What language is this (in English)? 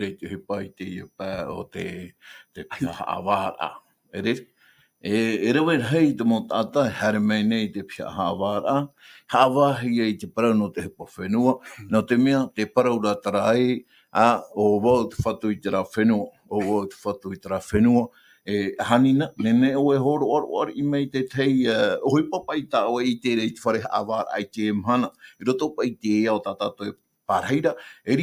Tahitian